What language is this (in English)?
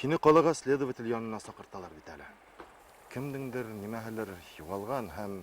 Bashkir